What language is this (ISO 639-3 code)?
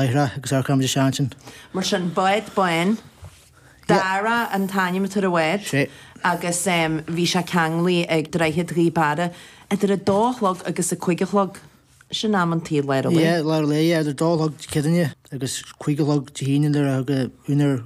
gle